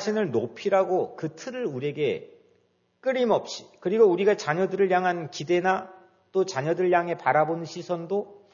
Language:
Korean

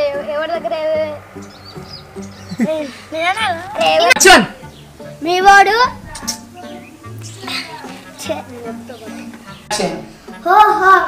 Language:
Telugu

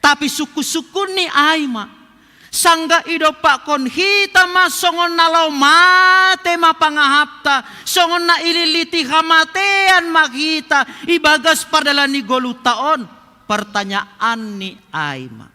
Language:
Batak Simalungun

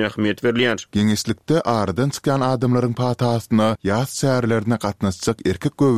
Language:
Turkmen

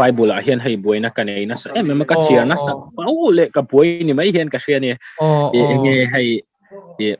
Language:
Mizo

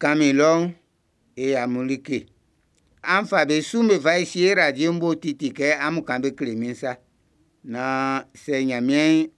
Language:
Baoulé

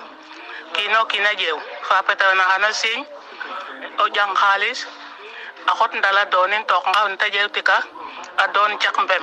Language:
Serer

